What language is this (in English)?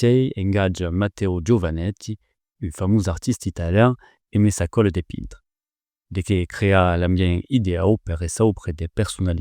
Occitan